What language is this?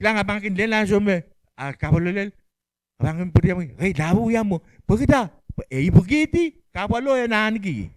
Pohnpeian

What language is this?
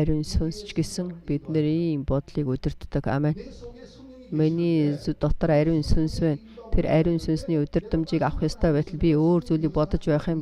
Mongolian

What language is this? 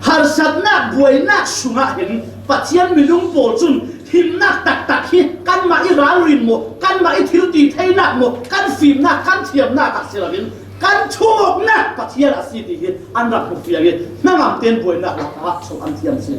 Falam Chin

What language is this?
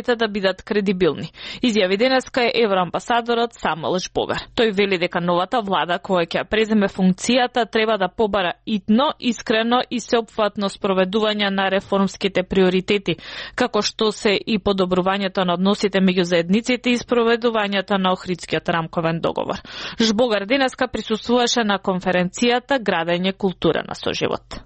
Macedonian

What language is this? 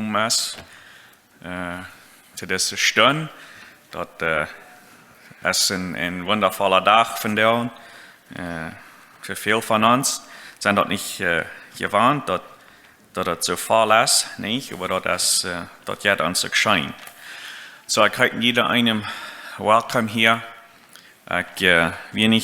Plautdietsch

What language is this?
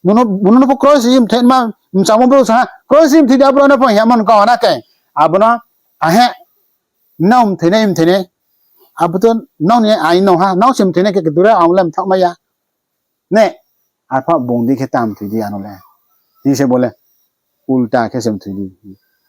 Riang (India)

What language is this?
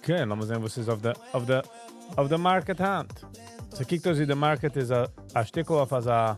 Yiddish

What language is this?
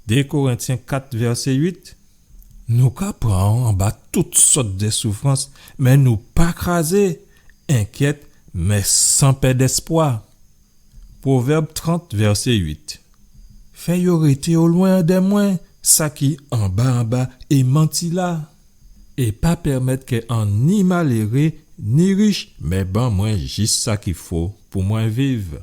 Guadeloupean Creole French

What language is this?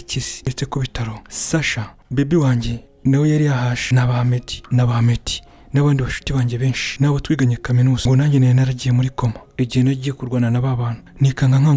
Kinyarwanda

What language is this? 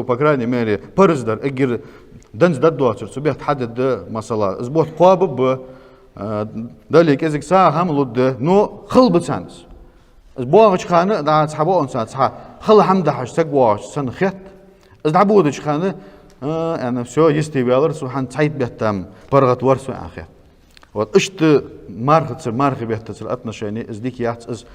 Ingush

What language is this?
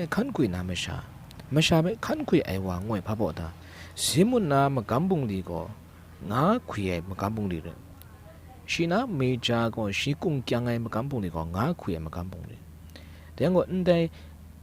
Kachin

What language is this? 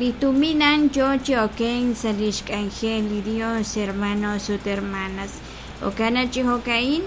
Kekchí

